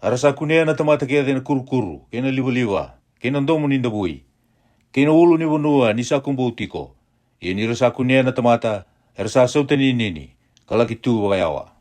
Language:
Fijian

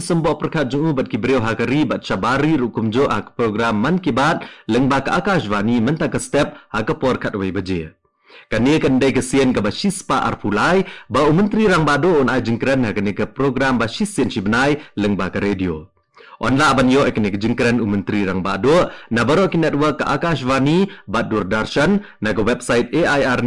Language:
Khasi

